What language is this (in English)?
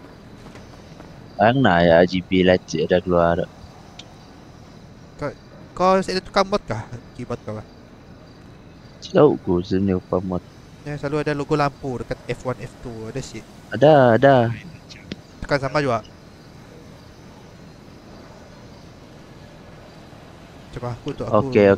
Malay